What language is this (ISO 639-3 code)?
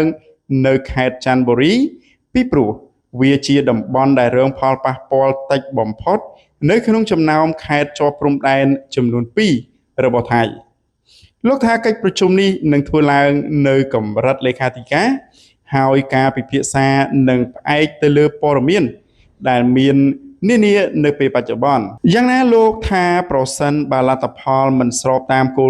khm